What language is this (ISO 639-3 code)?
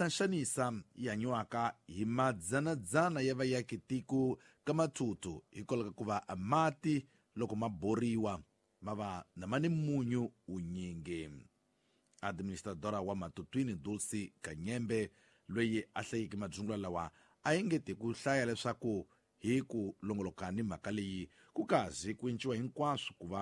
tso